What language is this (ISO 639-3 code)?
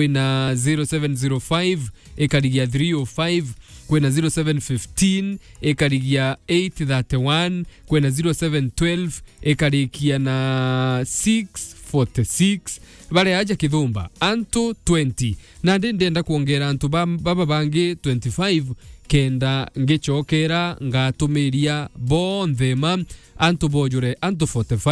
mer